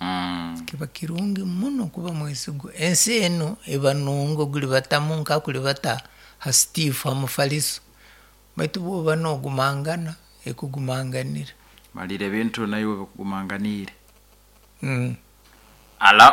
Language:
Nyoro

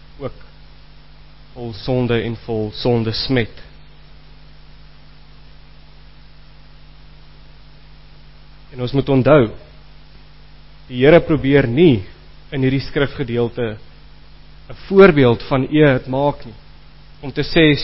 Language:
Afrikaans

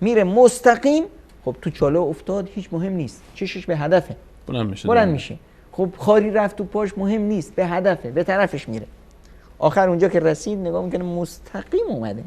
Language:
Persian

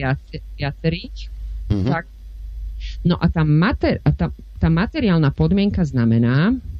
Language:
Slovak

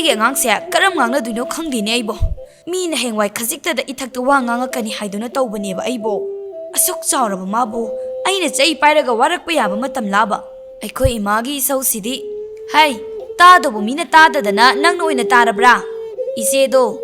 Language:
Manipuri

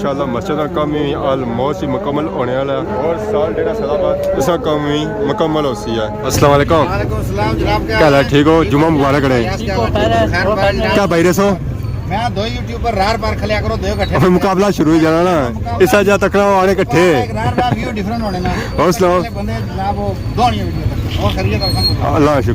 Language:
Pahari-Potwari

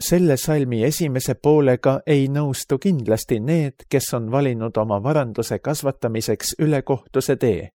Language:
Estonian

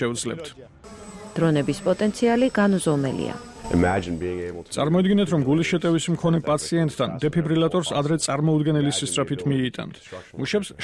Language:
Georgian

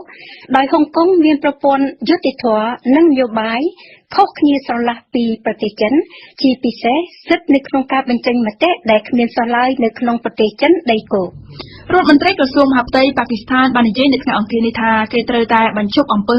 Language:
Khmer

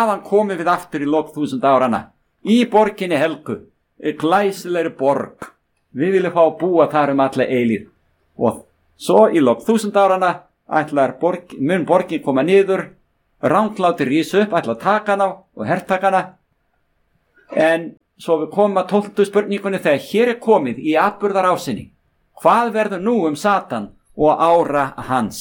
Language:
Icelandic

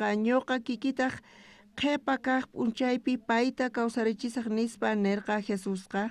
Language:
South Bolivian Quechua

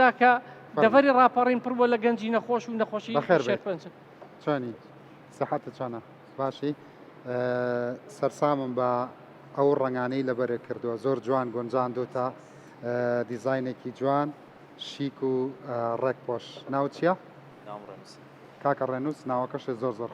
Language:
Central Kurdish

